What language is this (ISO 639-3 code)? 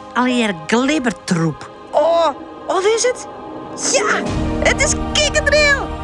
fry